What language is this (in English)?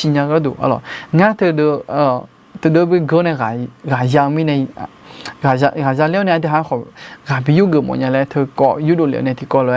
Akha